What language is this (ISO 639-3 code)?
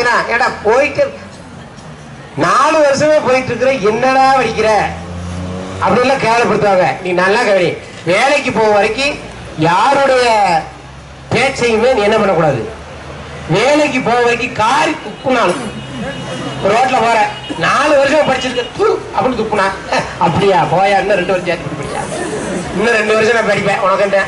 tam